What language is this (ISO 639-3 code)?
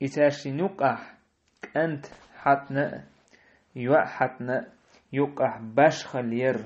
che